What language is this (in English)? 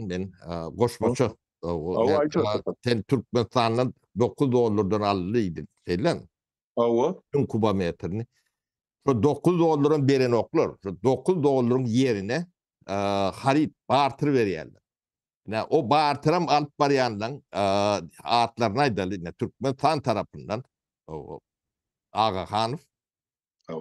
Turkmen